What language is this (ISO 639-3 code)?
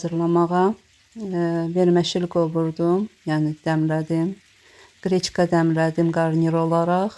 aze